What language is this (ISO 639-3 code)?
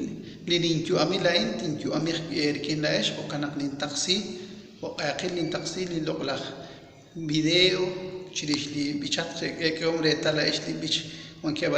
kek